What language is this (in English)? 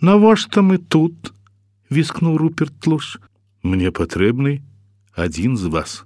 Belarusian